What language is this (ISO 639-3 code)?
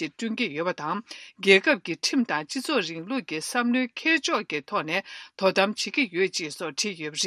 bod